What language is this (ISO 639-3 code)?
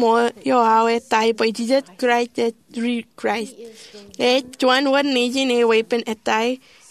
mah